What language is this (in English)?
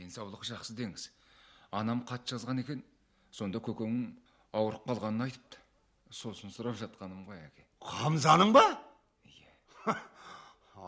Kazakh